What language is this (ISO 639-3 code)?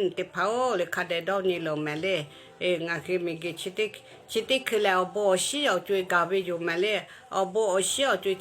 lhu